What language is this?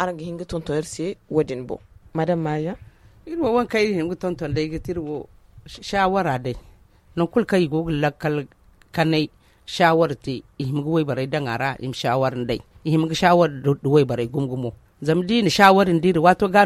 Zarma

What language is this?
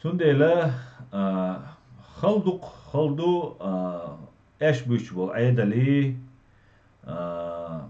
Chechen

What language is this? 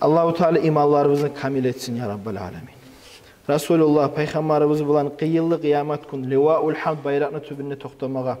Kumyk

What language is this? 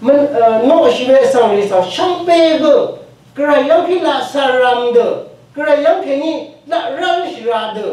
Rawang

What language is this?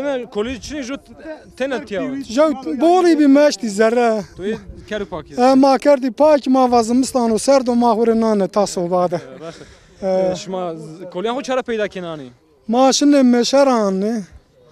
Zaza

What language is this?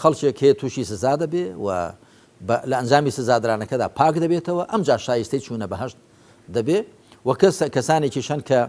Central Kurdish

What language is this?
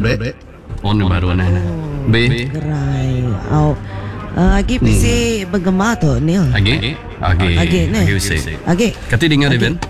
Iban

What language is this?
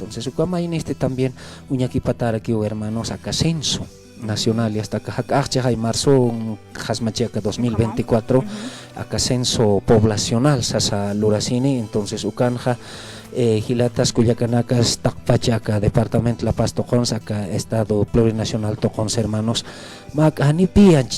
Aymara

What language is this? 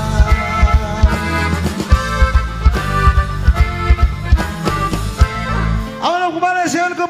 Spanish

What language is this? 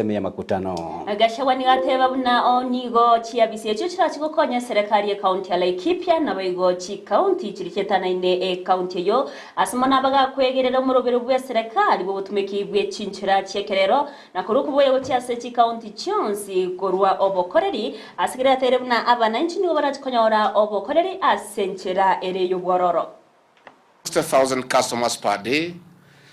Gusii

